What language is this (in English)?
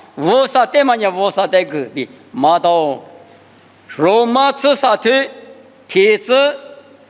Lisu